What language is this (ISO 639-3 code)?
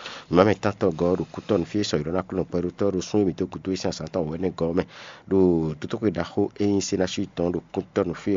fon